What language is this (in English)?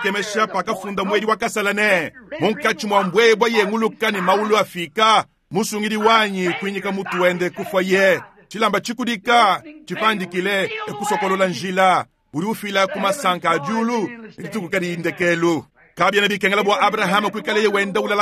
Luba-Lulua